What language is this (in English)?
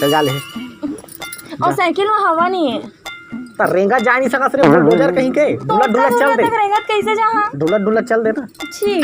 Chhattisgarhi